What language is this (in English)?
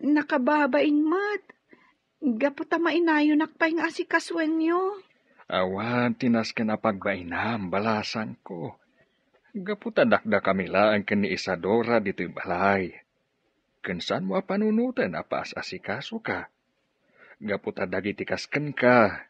Iloko